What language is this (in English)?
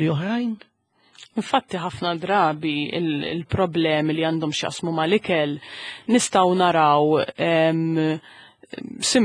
Maltese